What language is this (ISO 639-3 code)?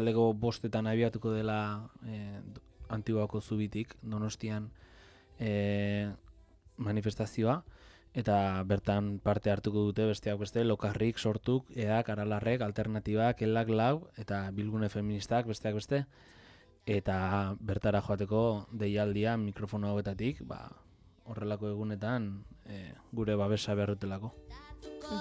eus